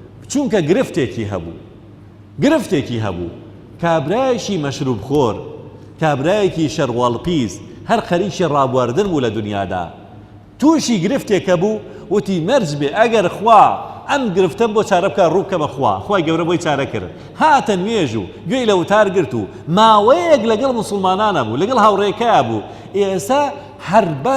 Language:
Central Kurdish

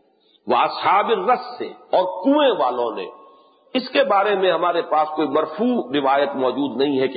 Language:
Urdu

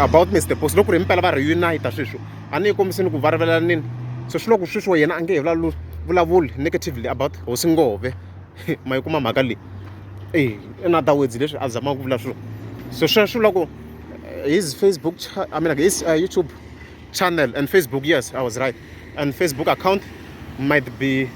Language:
Tsonga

